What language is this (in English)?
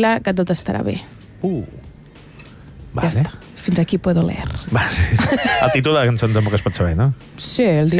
Catalan